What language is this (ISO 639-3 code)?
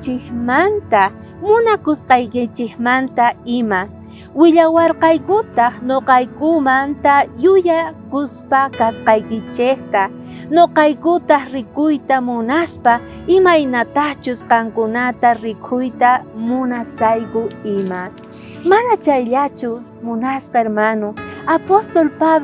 quh